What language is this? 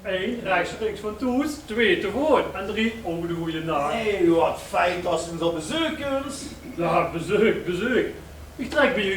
Limburgish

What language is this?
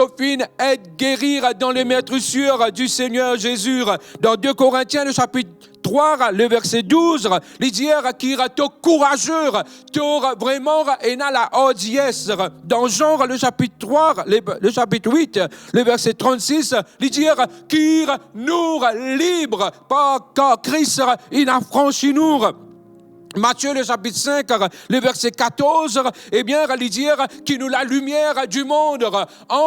Morisyen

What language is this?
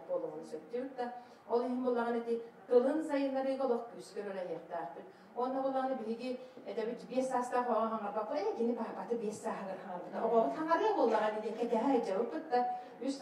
Yakut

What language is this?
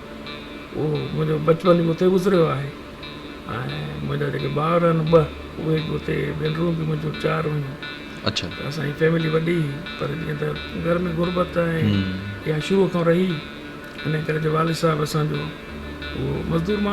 Sindhi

